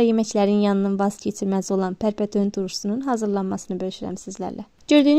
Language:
Azerbaijani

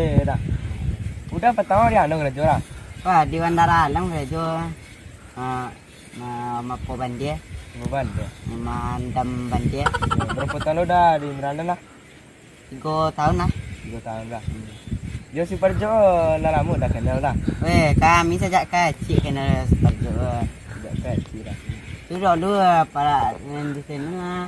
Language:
Minangkabau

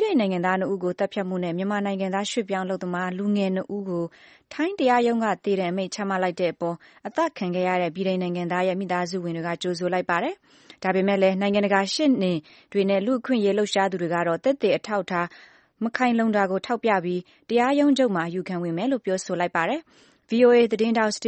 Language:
Burmese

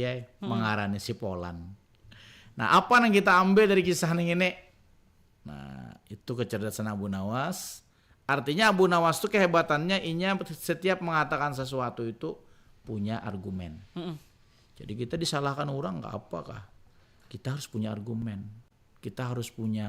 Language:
Banjar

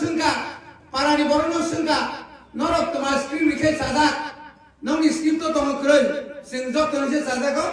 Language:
Kok Borok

